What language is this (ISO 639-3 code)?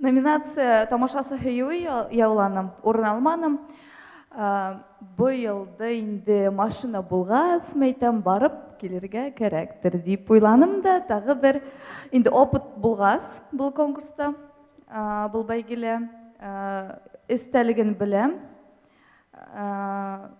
bak